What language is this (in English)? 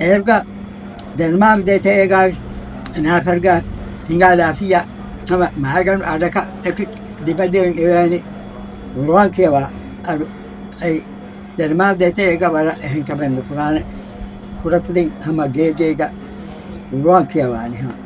Divehi